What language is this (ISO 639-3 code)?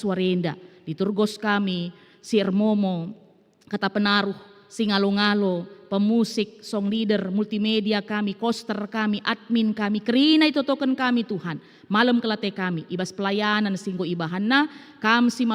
btx